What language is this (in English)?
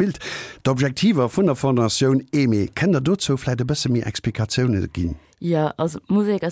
Luxembourgish